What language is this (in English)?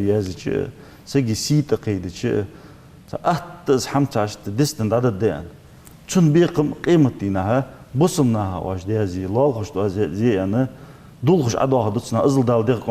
Ingush